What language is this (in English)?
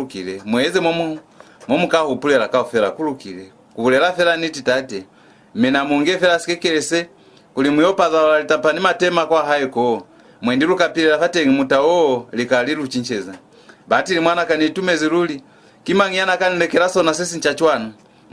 Lozi